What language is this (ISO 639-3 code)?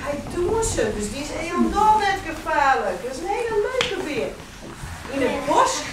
fry